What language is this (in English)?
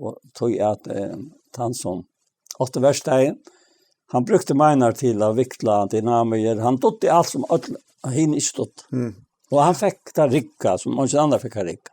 Faroese